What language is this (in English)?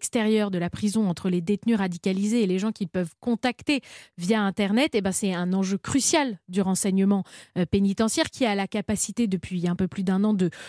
French